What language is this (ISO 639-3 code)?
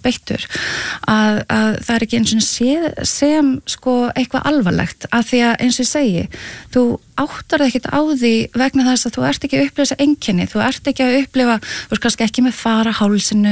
isl